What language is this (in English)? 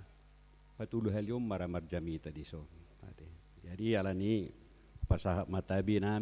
Batak Toba